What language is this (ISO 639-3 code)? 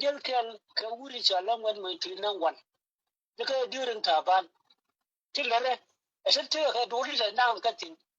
nus